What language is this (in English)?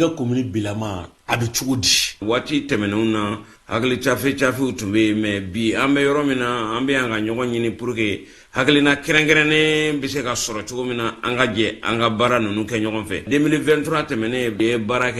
Bambara